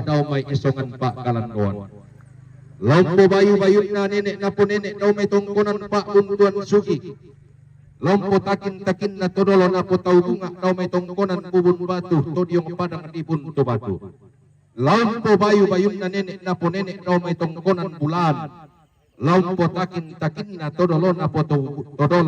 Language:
Toraja-Sa'dan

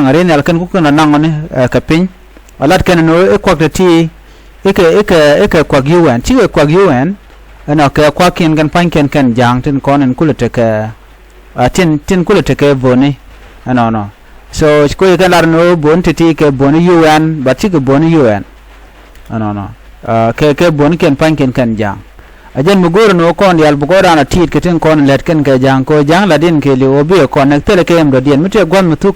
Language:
Nuer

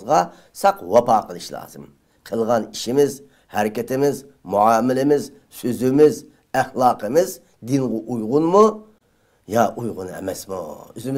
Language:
Uyghur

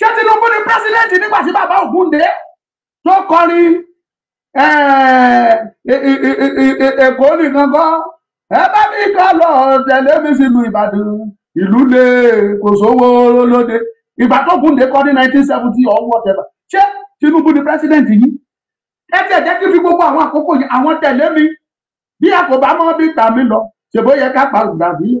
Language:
Yoruba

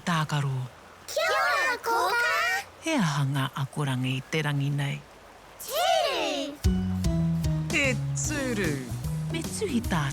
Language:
Māori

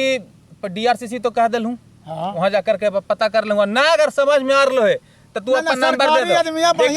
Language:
Magahi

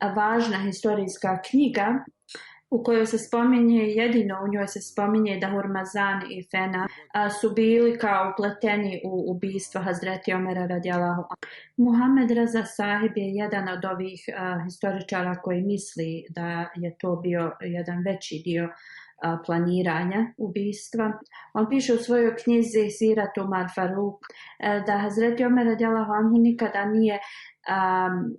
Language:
Bosnian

